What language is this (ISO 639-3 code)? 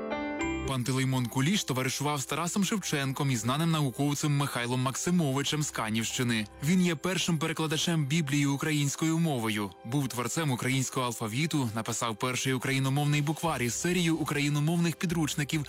ukr